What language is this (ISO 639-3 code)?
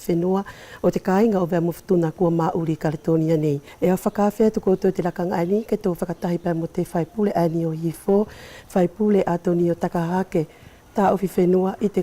wls